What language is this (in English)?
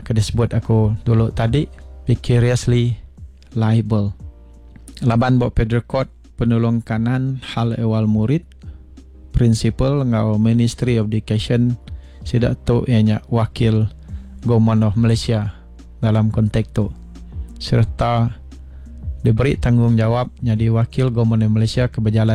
Iban